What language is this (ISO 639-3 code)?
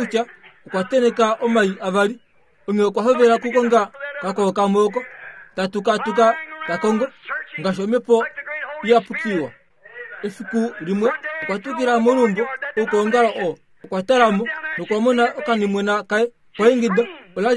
kua